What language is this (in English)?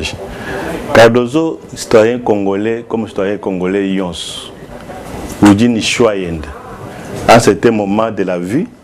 Luba-Lulua